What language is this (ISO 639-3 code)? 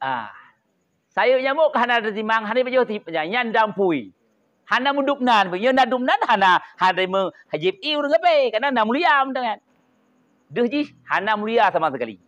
ace